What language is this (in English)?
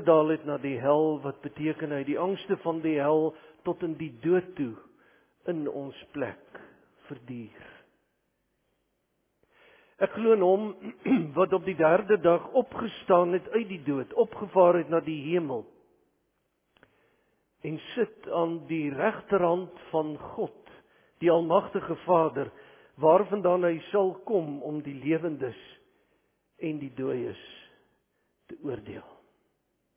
Afrikaans